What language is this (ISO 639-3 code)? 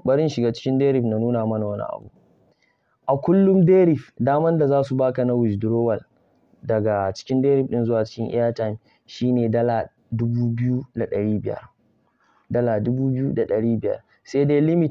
hau